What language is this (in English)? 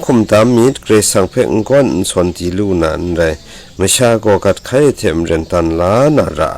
Kachin